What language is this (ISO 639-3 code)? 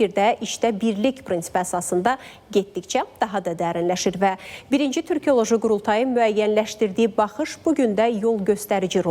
aze